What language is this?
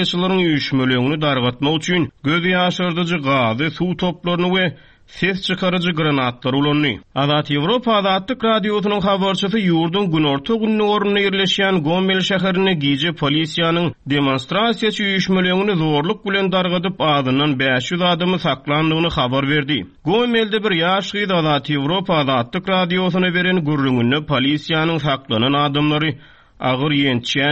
Turkmen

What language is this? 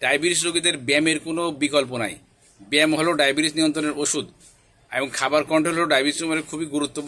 Bangla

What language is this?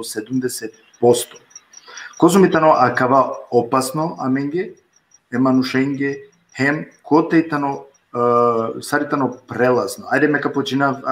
Balkan Romani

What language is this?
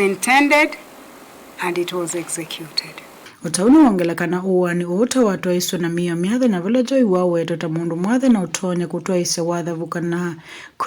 Kamba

